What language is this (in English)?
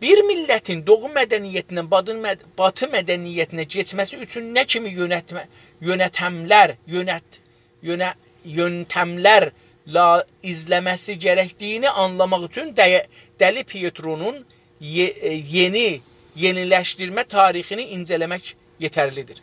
South Azerbaijani